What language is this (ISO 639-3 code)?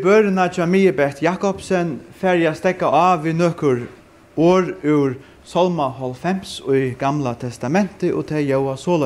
fao